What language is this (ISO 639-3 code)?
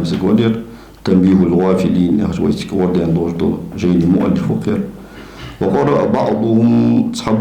inh